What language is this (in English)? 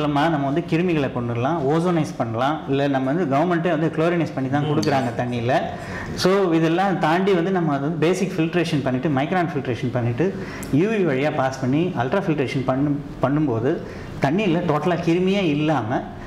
Tamil